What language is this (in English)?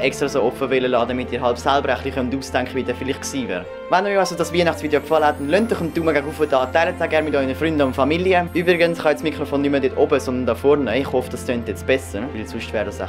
Swiss German